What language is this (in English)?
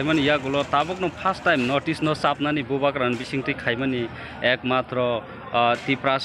Kok Borok